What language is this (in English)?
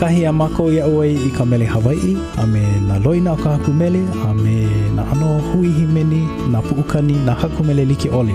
Hawaiian